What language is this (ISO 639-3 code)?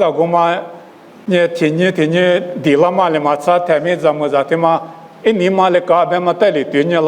lis